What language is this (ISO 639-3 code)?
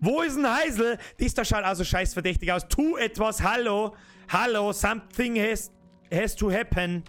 bar